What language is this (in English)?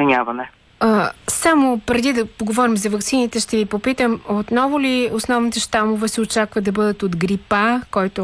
Bulgarian